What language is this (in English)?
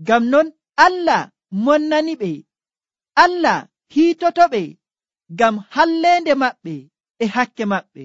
Nigerian Fulfulde